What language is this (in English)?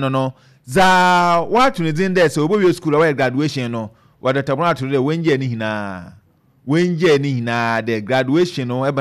Akan